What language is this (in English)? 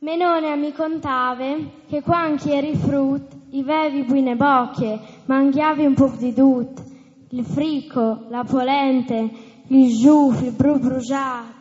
Friulian